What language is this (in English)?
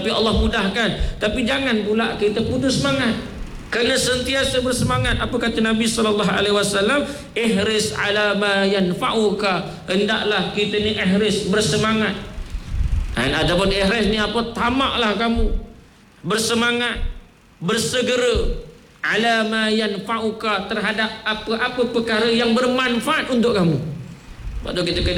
Malay